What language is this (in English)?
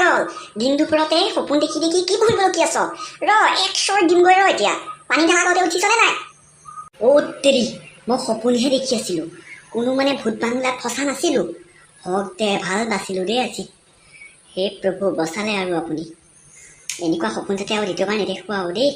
Assamese